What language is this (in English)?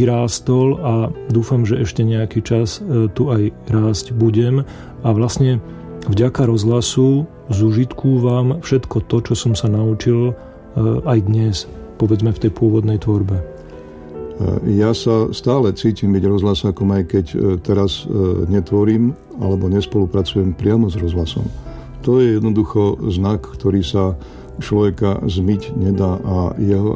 Slovak